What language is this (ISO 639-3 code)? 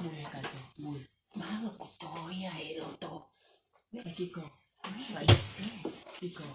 ton